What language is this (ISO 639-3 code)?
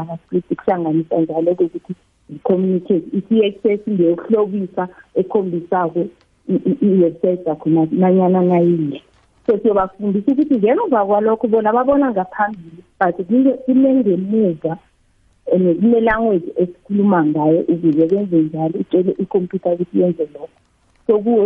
nbl